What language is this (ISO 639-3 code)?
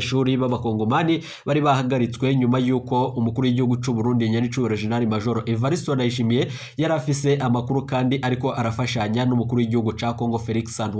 run